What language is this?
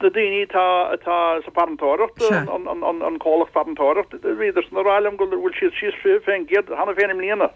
Irish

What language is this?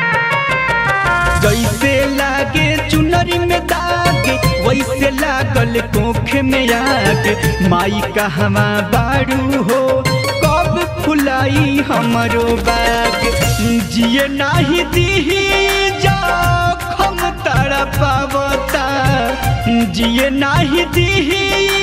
Bhojpuri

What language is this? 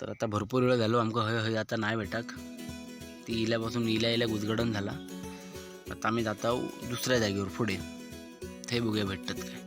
Konkani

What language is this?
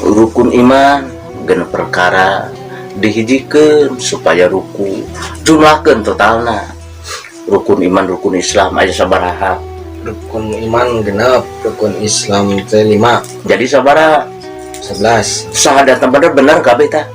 Sundanese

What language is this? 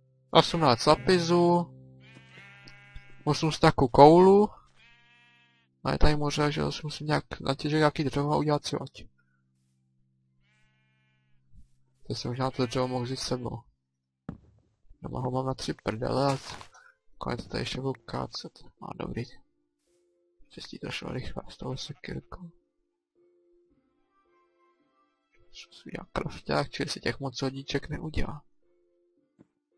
Czech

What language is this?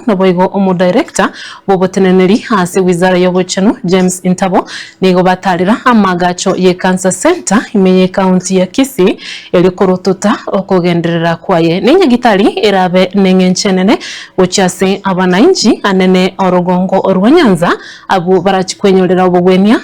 Gusii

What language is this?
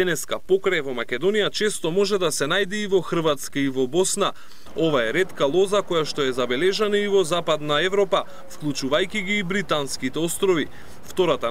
Macedonian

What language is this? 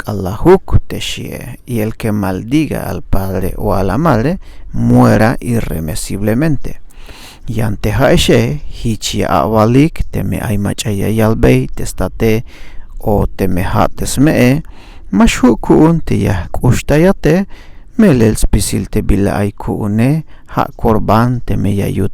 Tzeltal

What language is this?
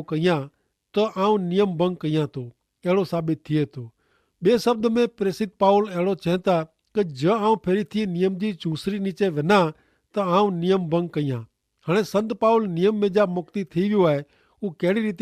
Kachhi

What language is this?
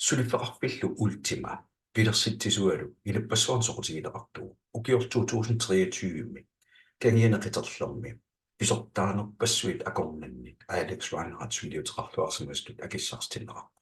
Kalaallisut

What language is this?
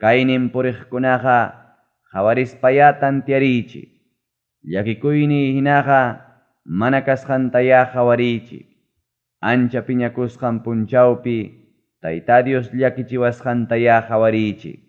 Ayacucho Quechua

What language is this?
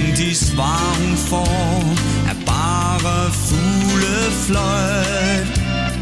Danish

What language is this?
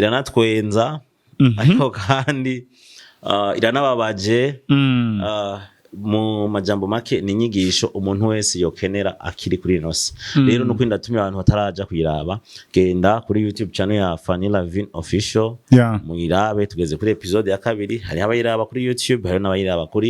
Rundi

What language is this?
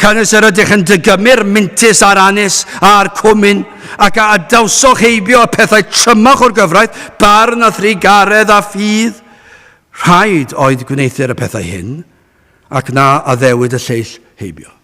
Welsh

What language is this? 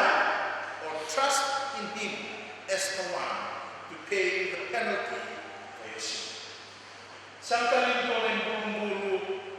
Fijian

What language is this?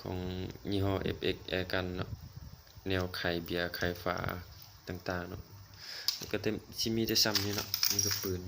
Lao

